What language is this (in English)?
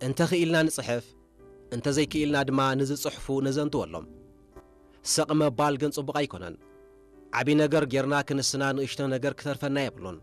Tigrinya